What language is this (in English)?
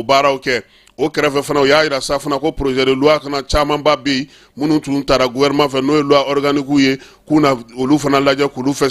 Bambara